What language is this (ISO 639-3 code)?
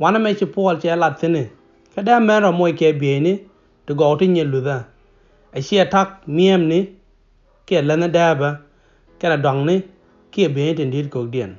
nus